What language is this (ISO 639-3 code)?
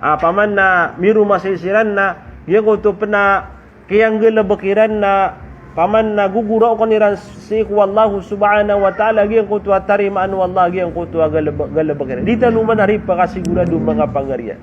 mrw